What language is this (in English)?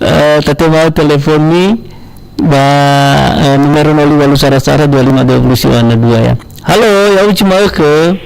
Nias